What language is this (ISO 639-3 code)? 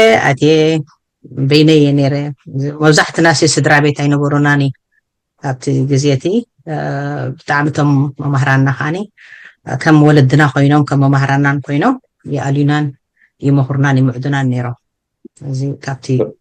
tir